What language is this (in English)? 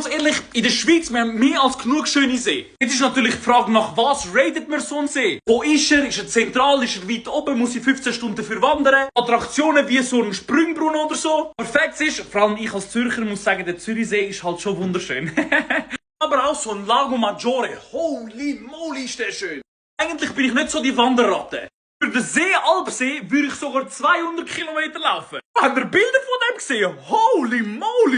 Swiss German